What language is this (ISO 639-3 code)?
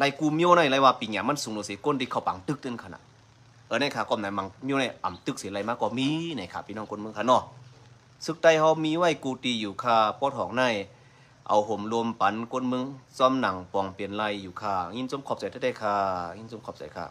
shn